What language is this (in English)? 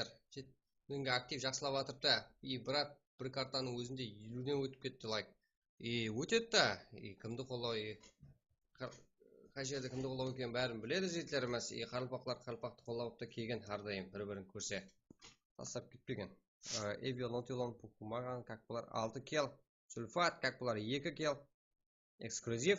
Kara-Kalpak